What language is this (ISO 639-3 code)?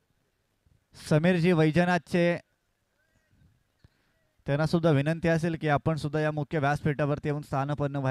mar